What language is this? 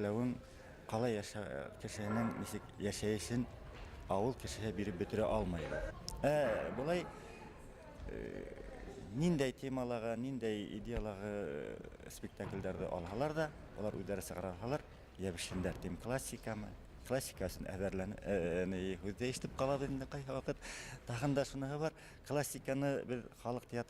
Bashkir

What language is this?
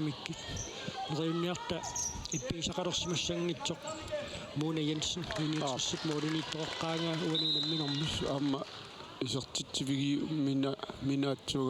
Kalaallisut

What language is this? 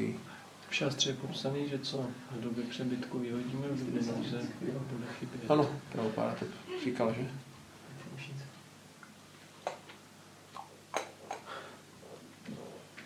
Czech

